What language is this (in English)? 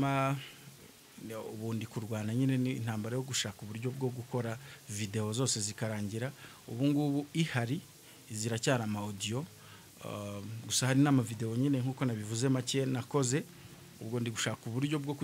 Kinyarwanda